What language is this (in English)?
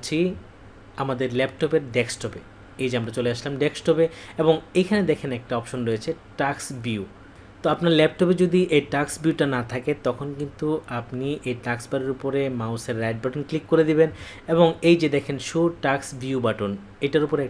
Bangla